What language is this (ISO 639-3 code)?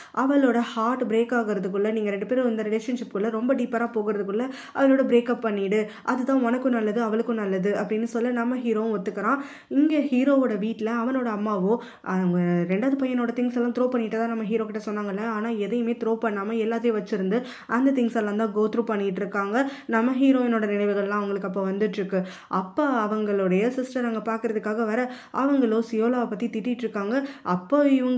tam